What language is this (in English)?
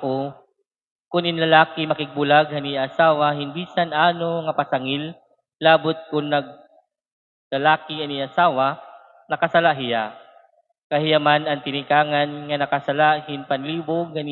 Waray